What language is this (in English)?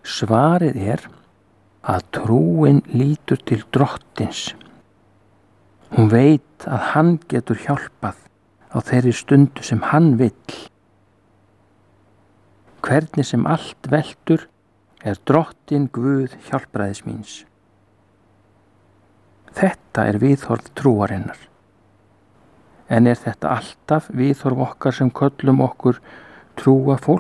Icelandic